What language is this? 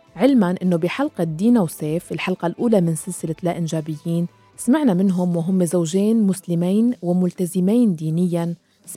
North Levantine Arabic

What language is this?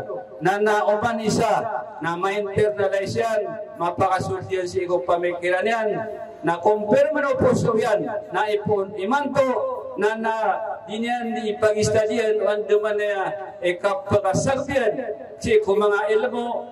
Maranao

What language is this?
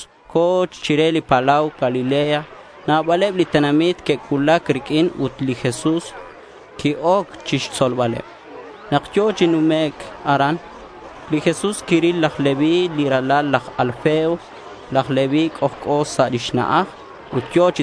Kekchí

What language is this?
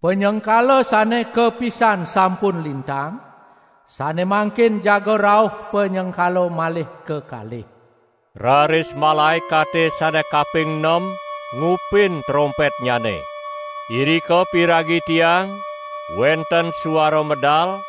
Balinese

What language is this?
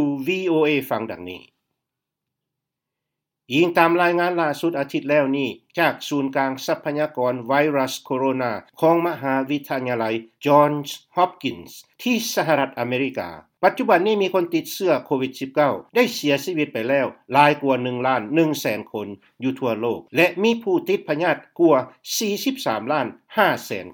Thai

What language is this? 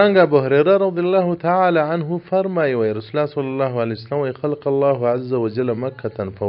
Pashto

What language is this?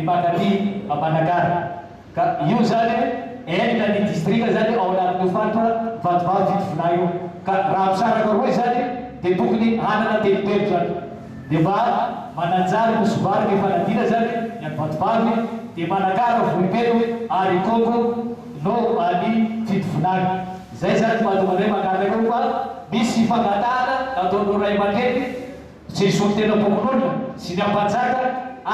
Malagasy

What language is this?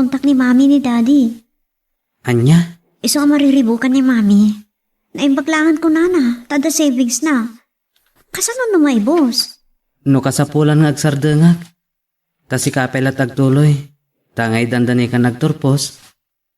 Iloko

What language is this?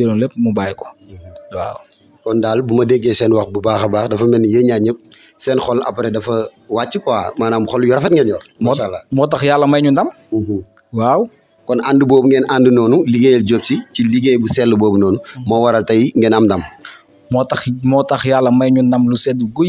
Wolof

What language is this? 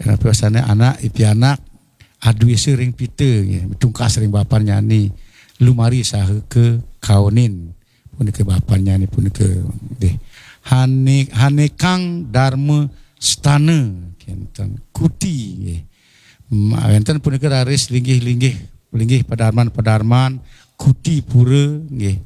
Balinese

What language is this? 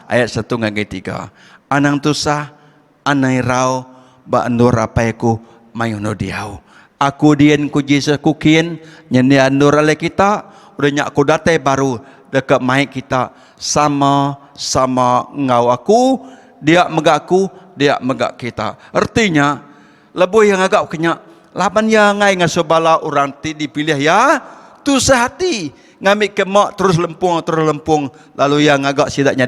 Iban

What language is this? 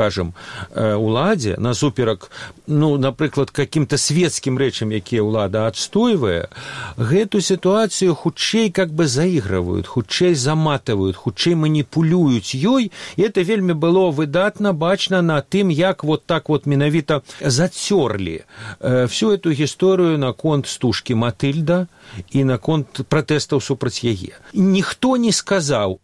Belarusian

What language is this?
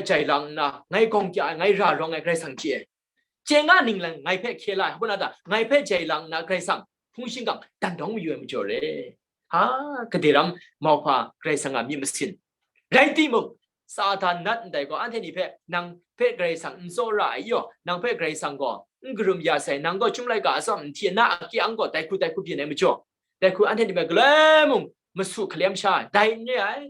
Kachin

